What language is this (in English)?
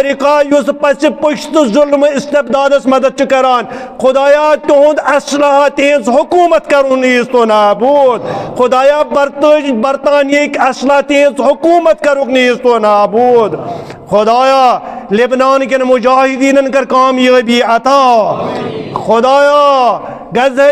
Kashmiri